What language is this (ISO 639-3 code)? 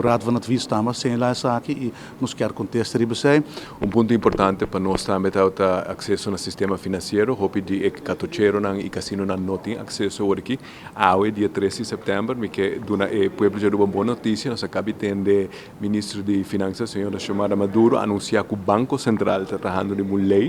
pap